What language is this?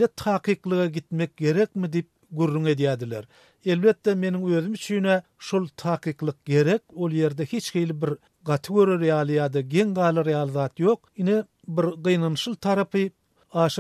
Turkmen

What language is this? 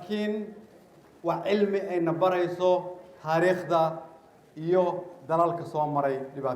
Somali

